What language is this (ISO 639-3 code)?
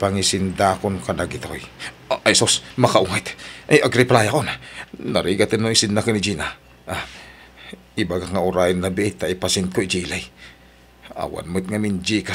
ilo